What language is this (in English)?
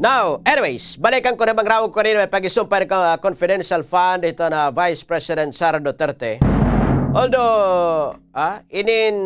Waray